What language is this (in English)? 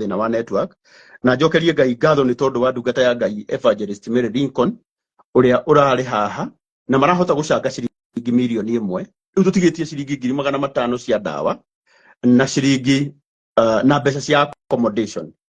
Kikuyu